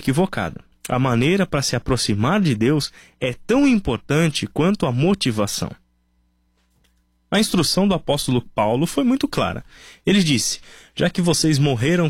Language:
Portuguese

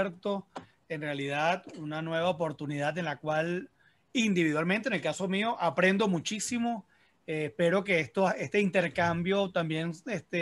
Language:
Spanish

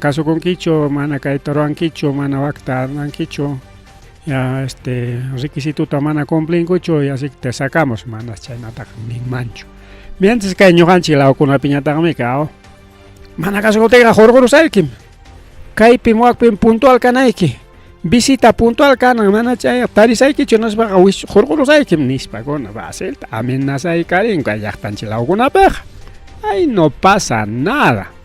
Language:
Ayacucho Quechua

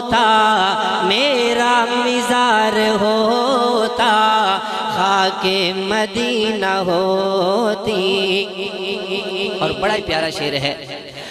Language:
Urdu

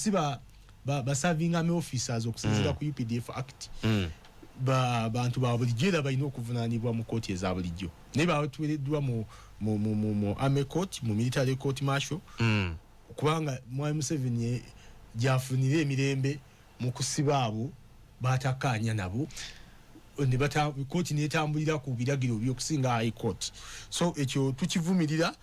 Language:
Ganda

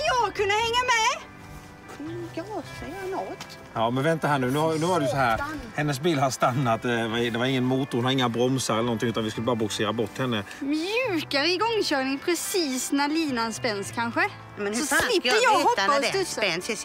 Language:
Swedish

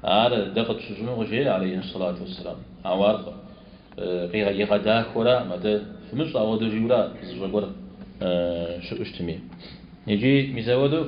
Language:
Kabardian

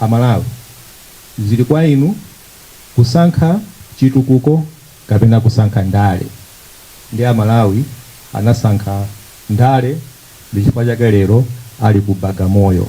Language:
Nyanja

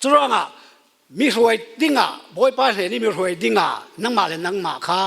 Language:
Falam Chin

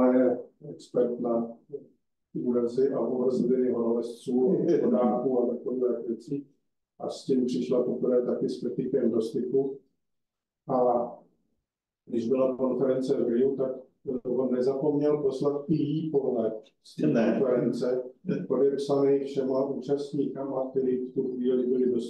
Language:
Czech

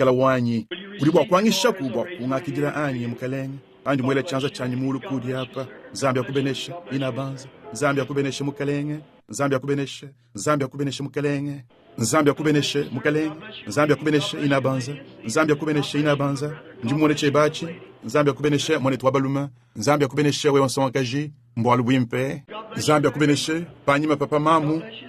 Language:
Luba-Lulua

